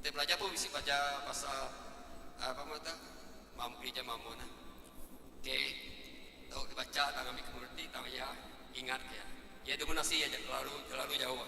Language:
Iban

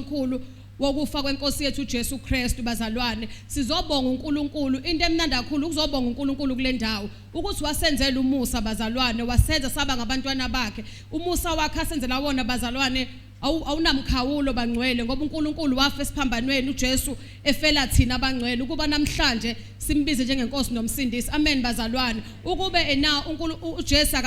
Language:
Zulu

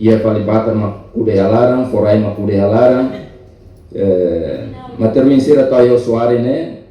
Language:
Tetum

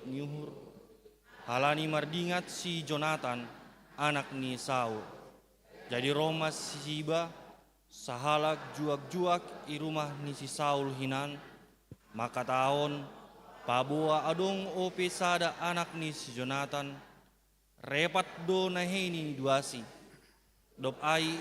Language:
Batak Simalungun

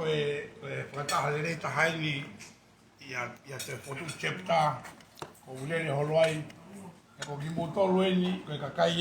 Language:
Tongan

